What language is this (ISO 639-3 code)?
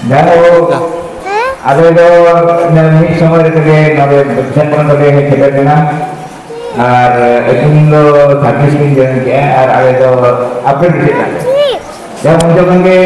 sat